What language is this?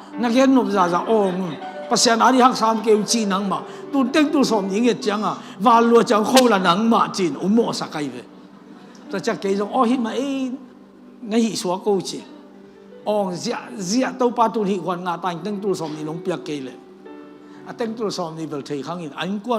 Tedim Chin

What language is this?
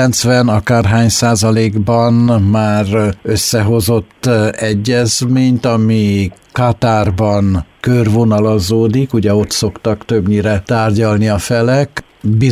Hungarian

